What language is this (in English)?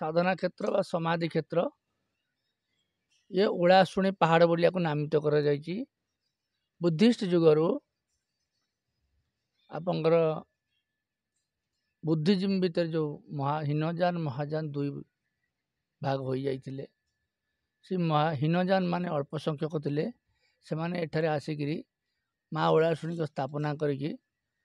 Odia